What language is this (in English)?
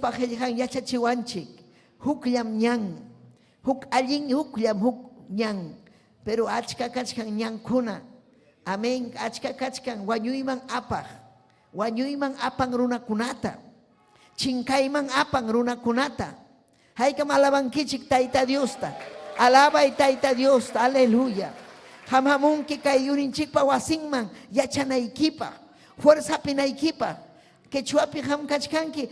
Ayacucho Quechua